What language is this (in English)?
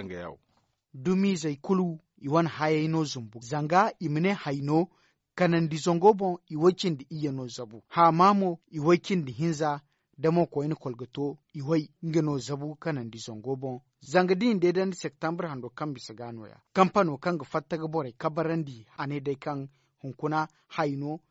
Zarma